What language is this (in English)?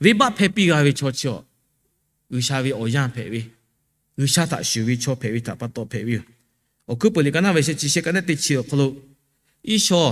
Lahu